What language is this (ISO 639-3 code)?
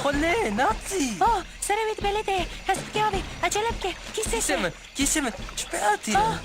kur